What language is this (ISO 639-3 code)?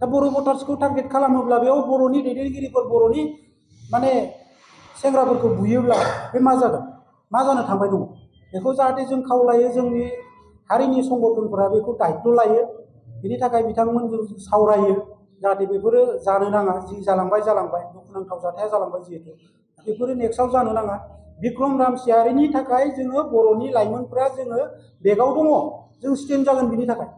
brx